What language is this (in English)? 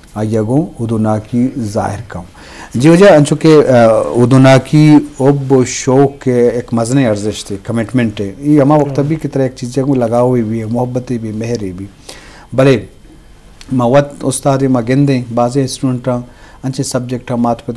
Baluchi